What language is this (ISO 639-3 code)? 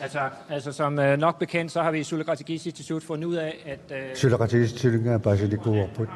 kal